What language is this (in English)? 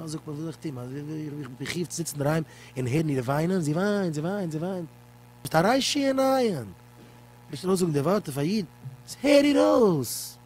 Yiddish